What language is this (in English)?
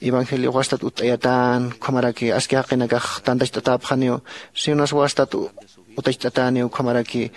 Aymara